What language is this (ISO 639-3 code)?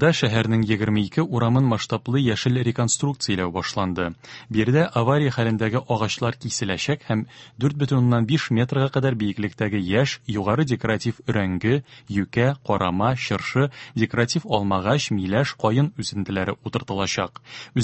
tat